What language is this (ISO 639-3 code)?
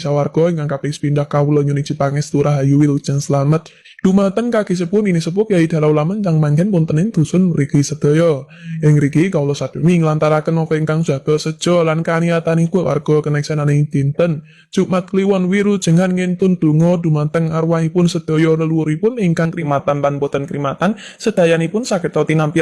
jav